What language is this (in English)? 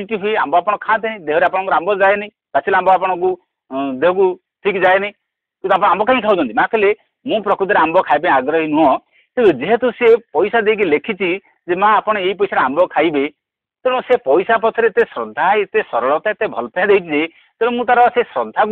Odia